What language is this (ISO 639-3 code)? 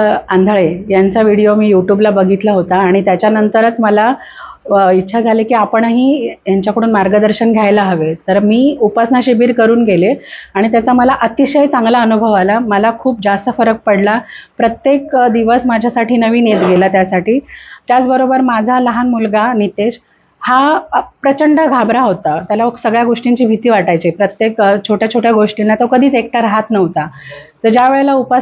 mar